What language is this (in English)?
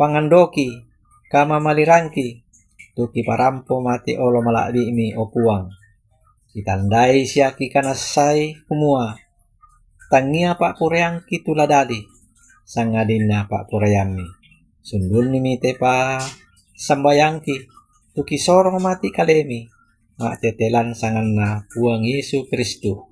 Toraja-Sa'dan